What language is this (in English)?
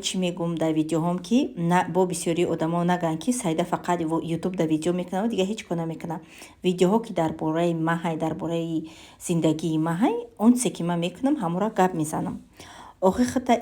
Tajik